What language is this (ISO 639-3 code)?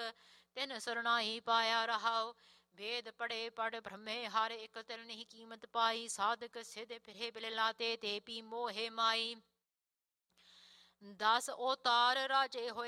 pan